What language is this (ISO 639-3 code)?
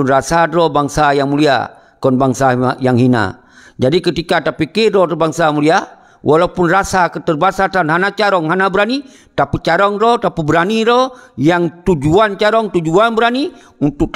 ace